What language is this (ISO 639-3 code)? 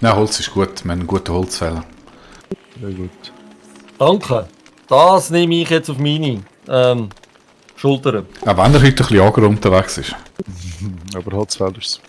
gsw